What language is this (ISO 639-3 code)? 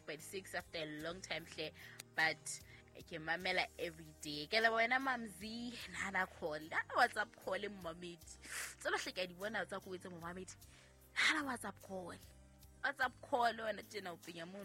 sot